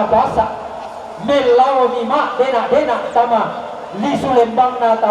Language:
Toraja-Sa'dan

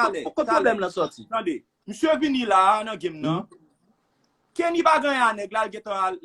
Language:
Haitian Creole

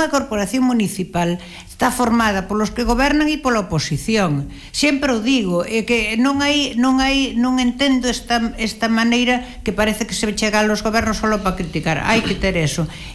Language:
Galician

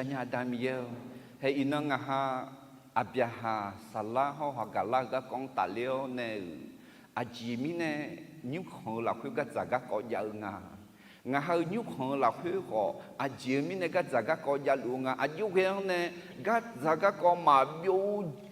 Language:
Akha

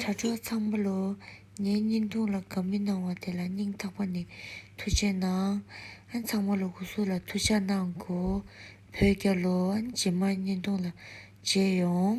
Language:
Tibetan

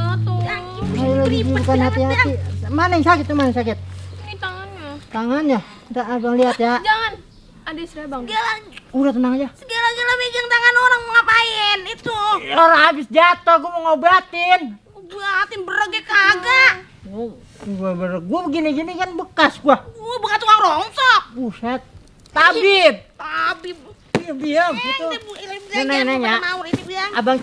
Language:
Betawi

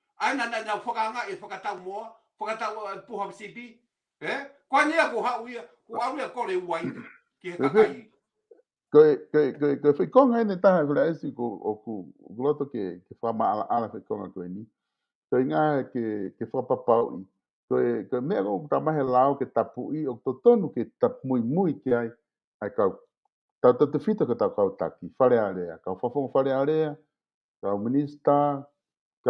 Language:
Tongan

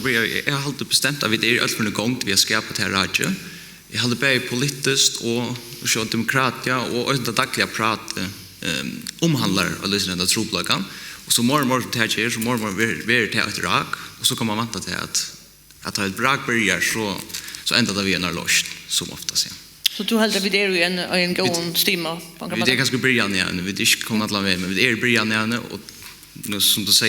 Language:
Faroese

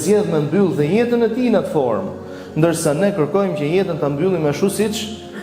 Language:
Albanian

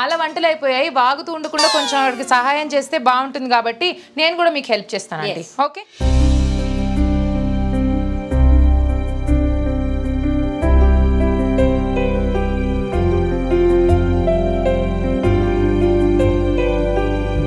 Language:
Telugu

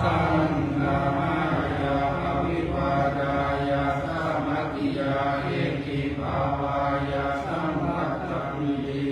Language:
Pali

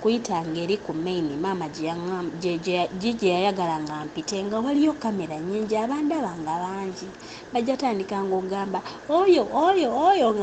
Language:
Ganda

